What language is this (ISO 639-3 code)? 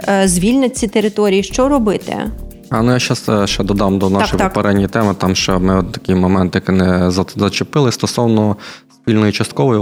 ukr